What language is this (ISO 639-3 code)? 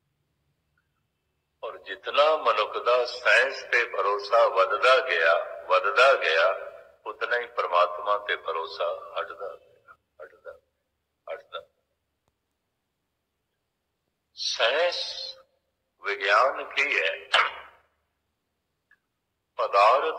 pan